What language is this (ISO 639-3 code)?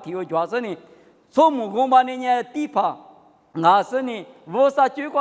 lis